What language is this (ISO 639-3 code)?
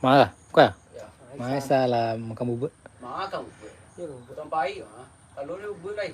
min